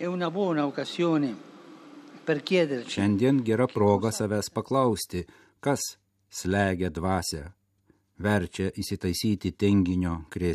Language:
Lithuanian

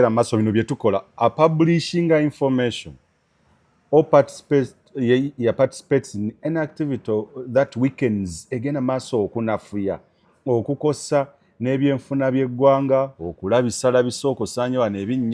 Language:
Ganda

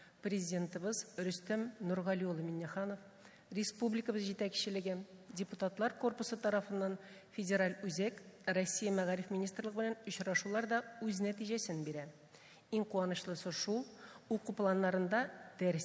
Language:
Tatar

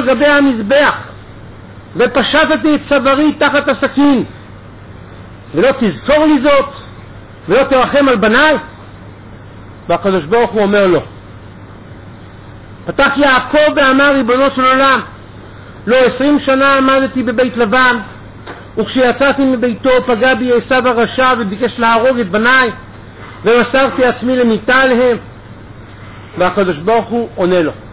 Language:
Hebrew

